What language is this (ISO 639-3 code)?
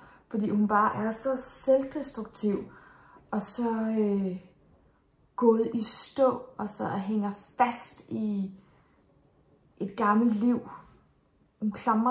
dan